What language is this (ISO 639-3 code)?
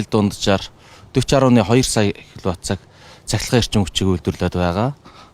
mon